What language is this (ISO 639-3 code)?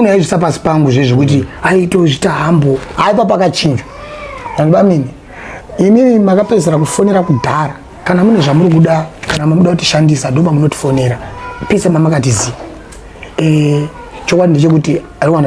sna